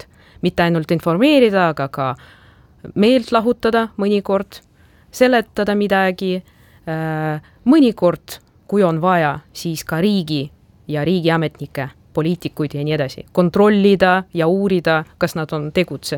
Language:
Estonian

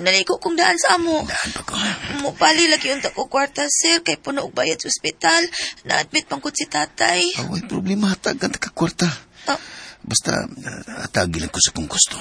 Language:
Cebuano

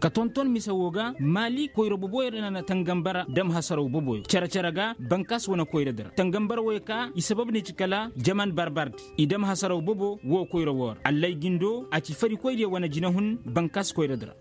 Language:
Koyraboro Senni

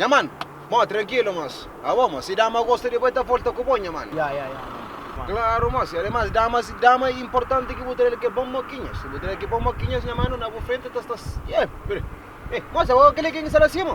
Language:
Kabuverdianu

